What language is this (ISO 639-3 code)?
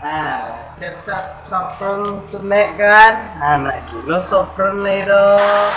min